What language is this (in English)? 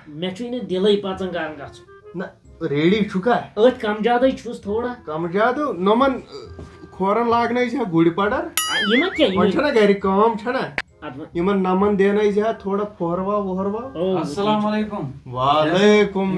Kashmiri